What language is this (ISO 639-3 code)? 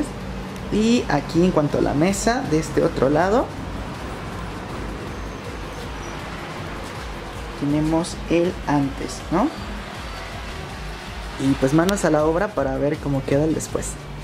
spa